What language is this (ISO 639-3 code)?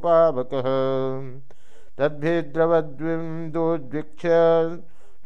san